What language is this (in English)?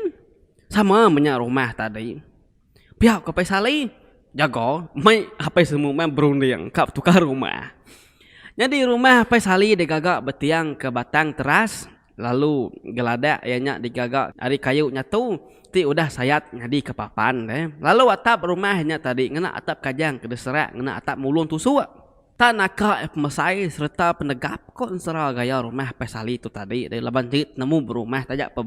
Iban